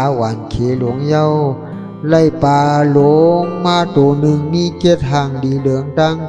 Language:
Shan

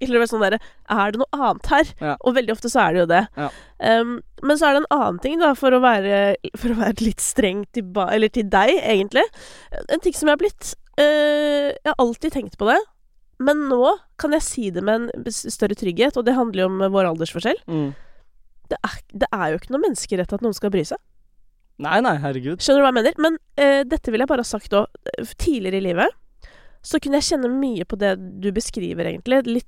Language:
Norwegian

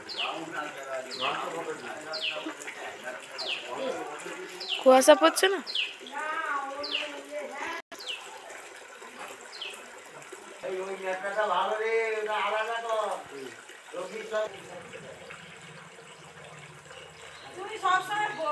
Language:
Bangla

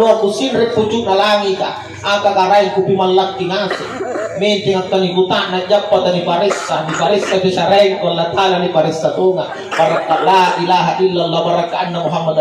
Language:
Makasar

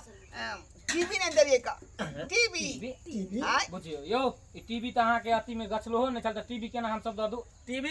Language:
Maithili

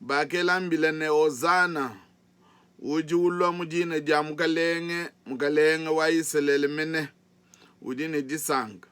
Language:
Luba-Lulua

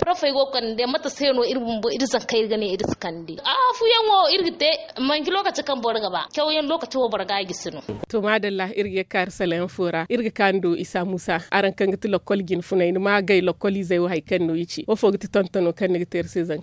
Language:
Zarma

